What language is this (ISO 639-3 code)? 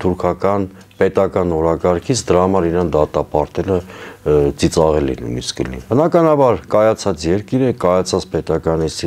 hye